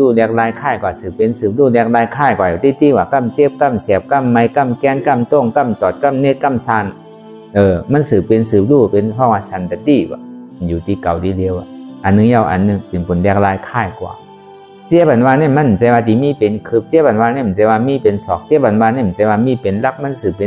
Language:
Shan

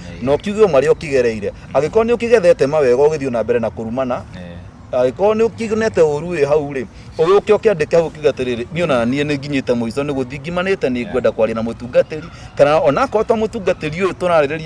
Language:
Kikuyu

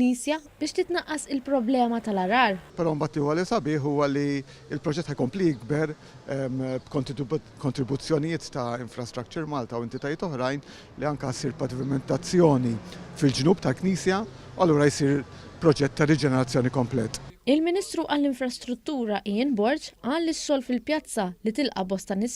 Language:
Maltese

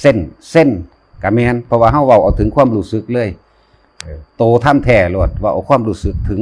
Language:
Northeastern Thai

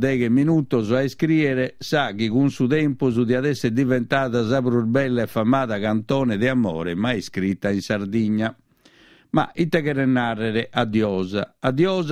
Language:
Sardinian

